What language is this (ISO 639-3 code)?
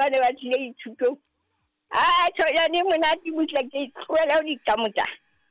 sot